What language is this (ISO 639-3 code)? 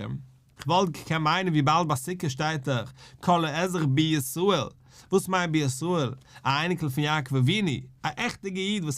yid